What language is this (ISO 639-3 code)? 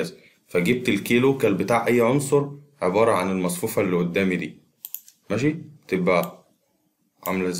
arz